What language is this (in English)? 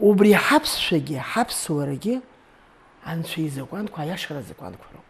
Abkhazian